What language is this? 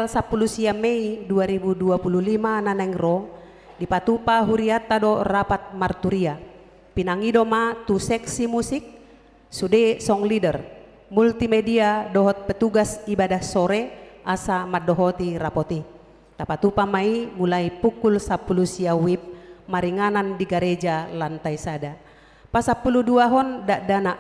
Batak Toba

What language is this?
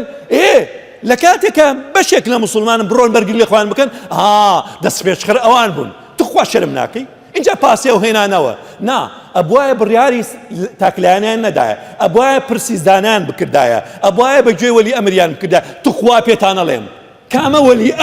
Central Kurdish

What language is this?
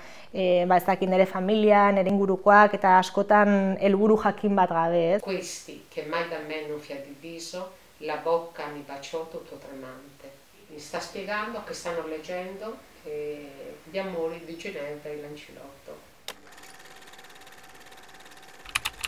Basque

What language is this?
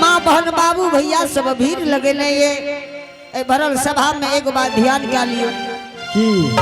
Angika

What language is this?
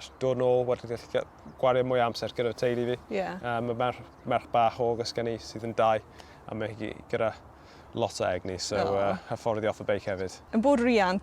Welsh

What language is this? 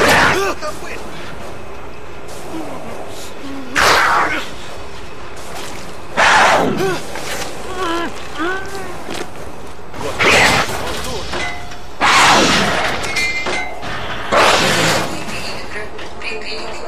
Russian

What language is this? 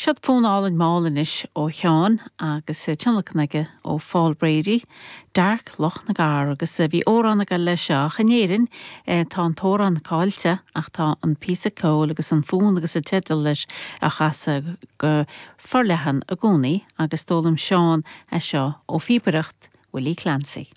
Irish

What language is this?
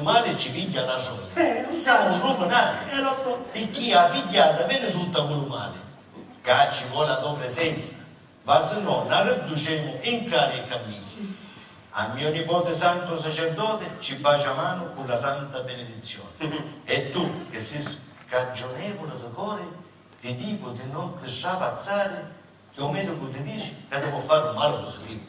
Sicilian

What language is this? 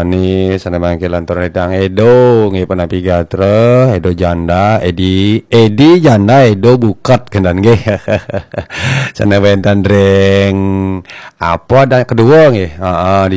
Balinese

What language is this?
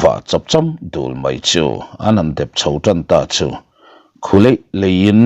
Mizo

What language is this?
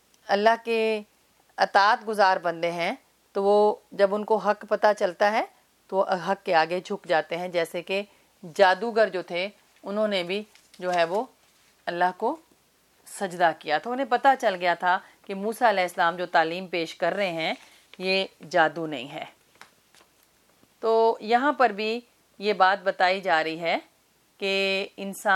Urdu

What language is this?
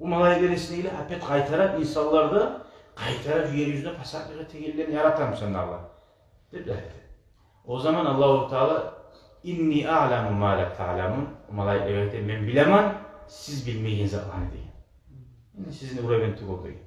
Kumyk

